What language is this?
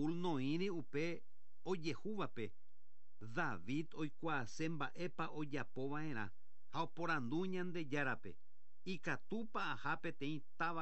Guarani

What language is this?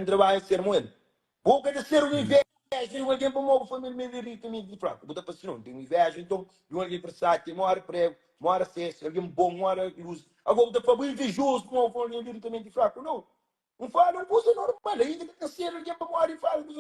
Kabuverdianu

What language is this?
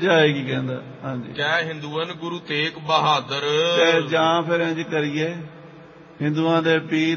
Punjabi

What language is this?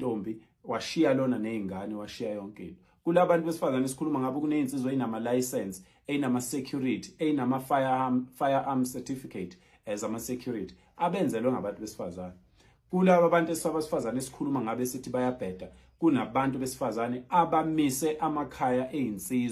Zulu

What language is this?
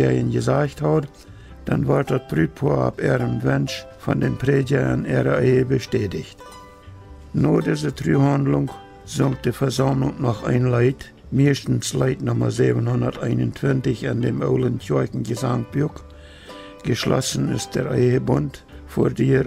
Plautdietsch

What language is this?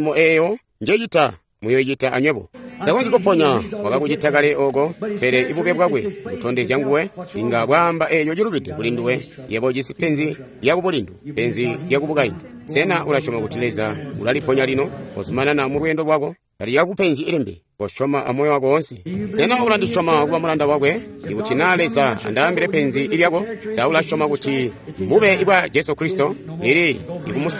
Tonga (Zambia)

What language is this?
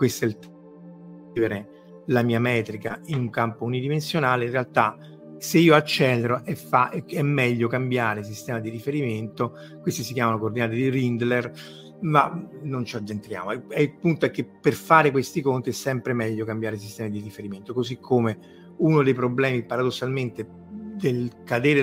Italian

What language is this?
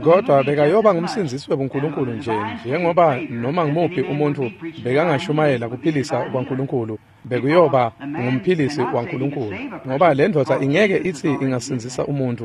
Swati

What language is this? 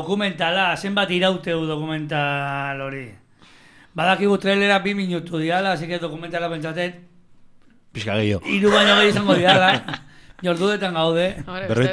Basque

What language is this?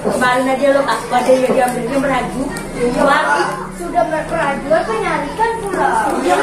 Banjar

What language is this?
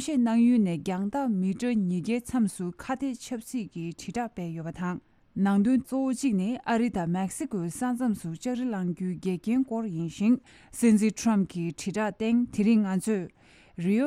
Tibetan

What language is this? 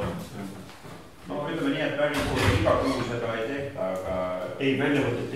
Estonian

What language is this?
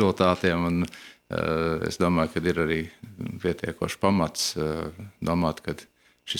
Latvian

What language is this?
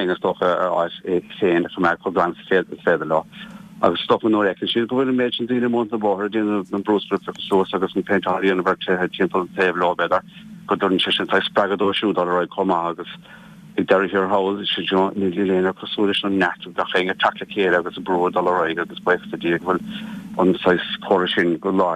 Irish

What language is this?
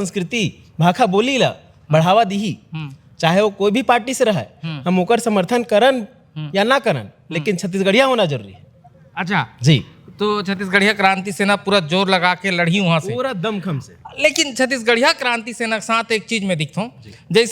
Chhattisgarhi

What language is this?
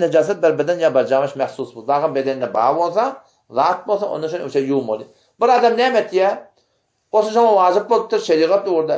Turkmen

